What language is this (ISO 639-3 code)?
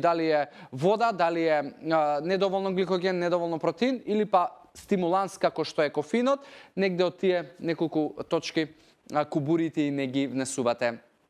mkd